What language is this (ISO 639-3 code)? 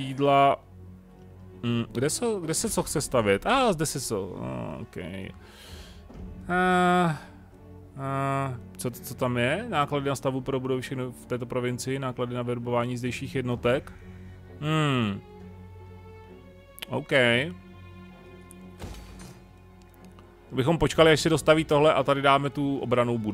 ces